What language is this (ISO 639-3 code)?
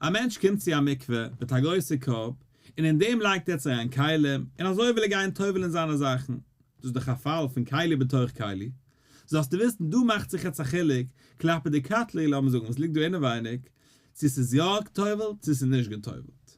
yid